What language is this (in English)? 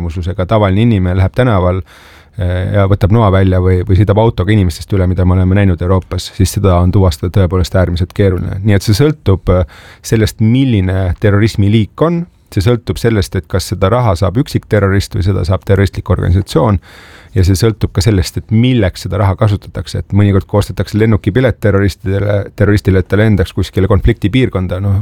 Estonian